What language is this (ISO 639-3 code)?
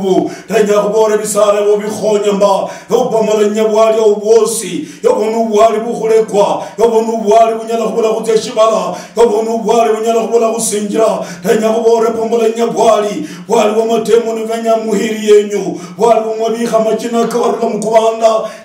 luy